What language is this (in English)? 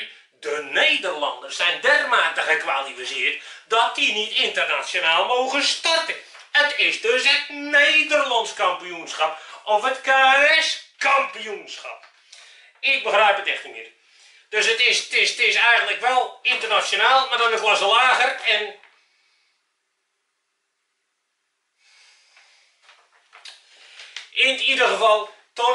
Dutch